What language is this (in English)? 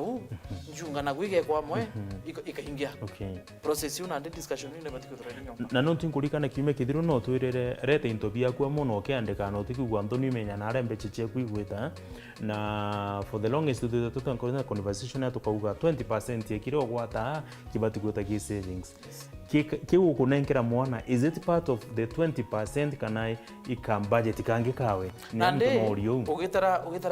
Meru